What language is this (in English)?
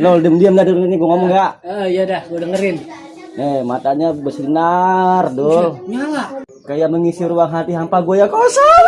Betawi